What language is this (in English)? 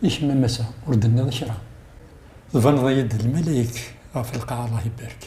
Kabyle